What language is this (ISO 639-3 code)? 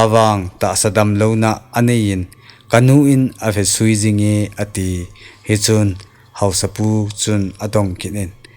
tcz